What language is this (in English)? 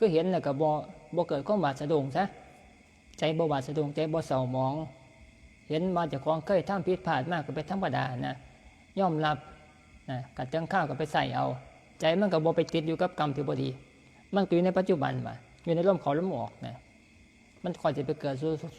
Northeastern Thai